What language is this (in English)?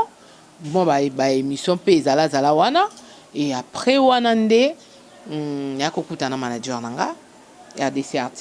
Lingala